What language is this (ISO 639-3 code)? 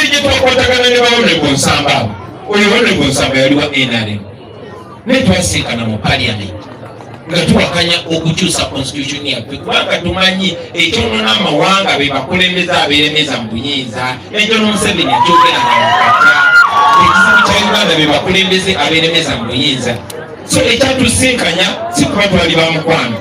lug